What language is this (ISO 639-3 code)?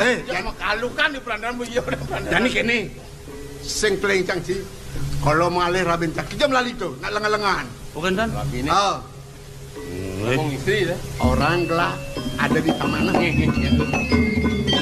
ban